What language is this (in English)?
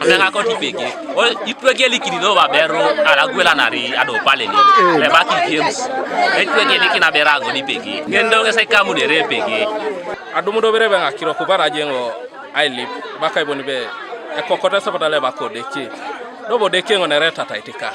Teso